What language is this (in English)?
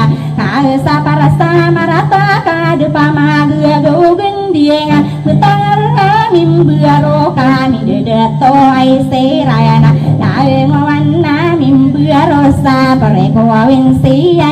Maranao